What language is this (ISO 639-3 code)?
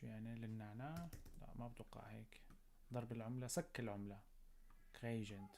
apc